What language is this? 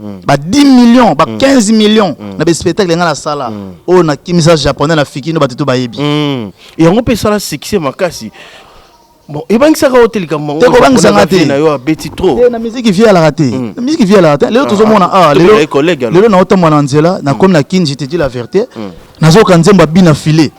Lingala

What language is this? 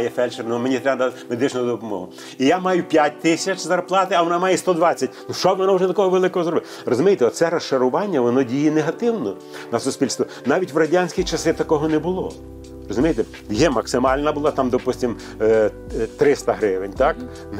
Ukrainian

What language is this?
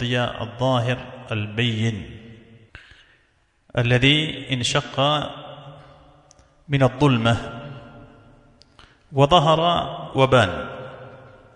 Arabic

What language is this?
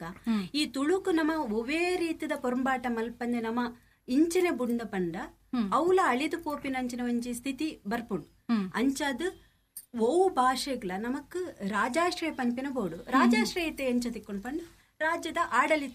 Tulu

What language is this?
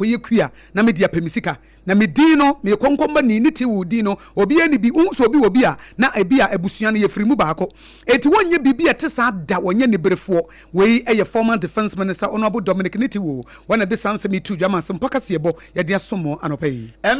Akan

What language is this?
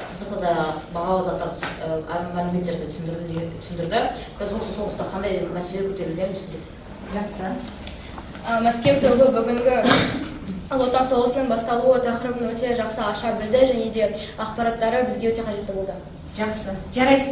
Kazakh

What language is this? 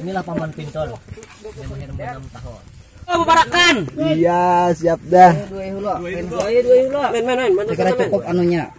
Banjar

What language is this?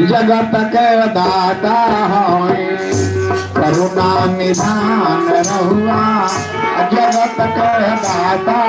Magahi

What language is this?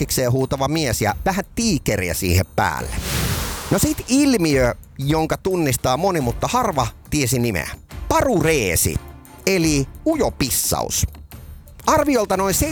Finnish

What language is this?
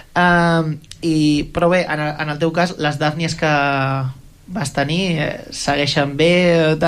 Catalan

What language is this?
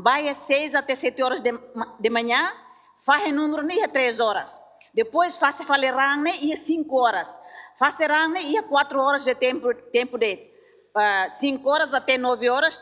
Tetum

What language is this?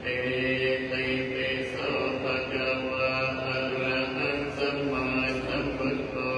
Pali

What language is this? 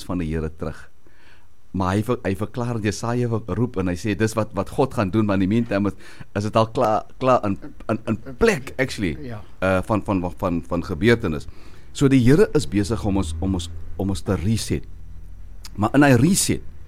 Afrikaans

